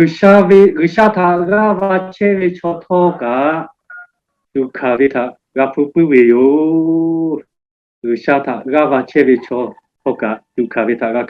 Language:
Lahu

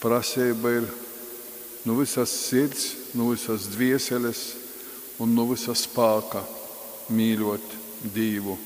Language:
Latgalian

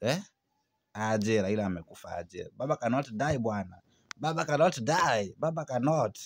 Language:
Swahili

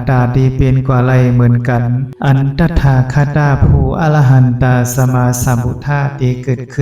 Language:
Shan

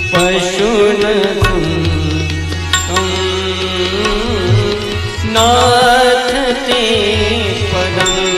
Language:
Marathi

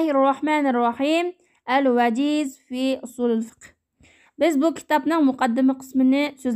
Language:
Uyghur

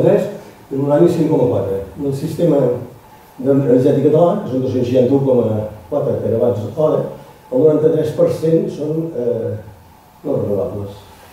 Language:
Catalan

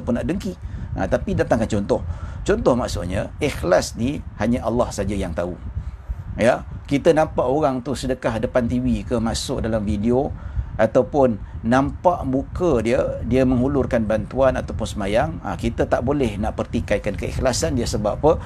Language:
Malay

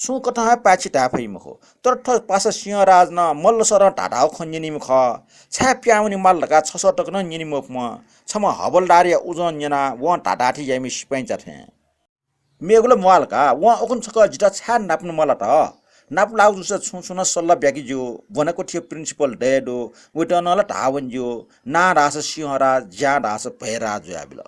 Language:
Newari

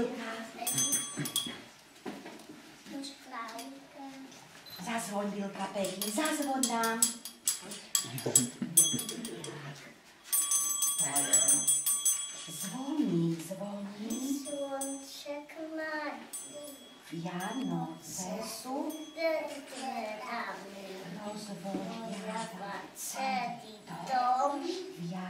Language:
Slovak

